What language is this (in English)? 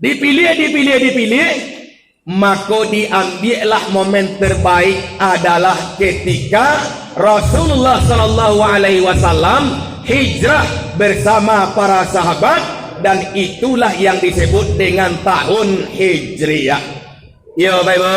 Minangkabau